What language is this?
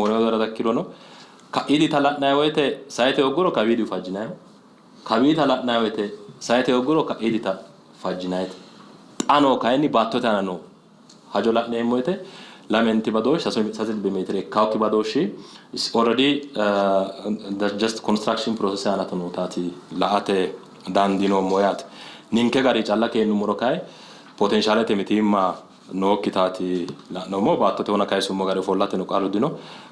Sidamo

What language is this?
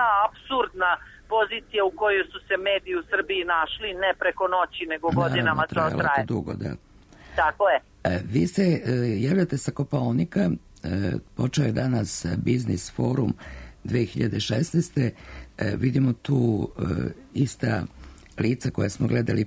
Serbian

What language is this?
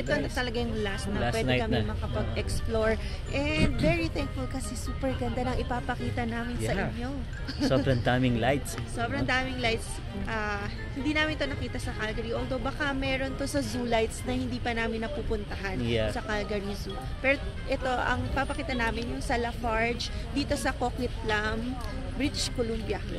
Filipino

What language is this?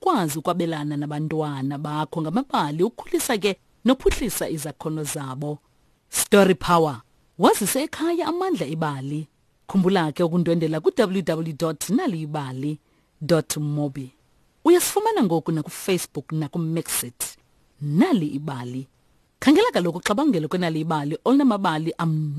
Xhosa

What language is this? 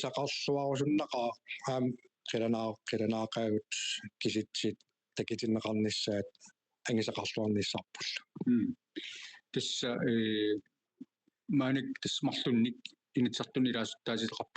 Kalaallisut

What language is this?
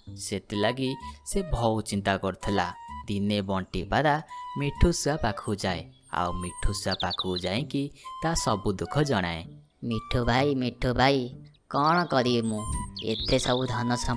Odia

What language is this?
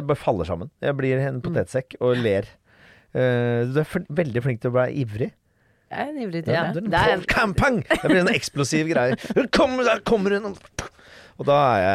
Norwegian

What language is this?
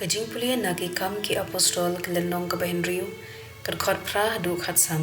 Khasi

